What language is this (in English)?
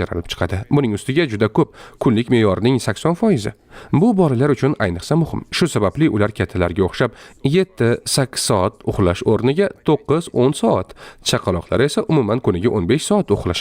Uzbek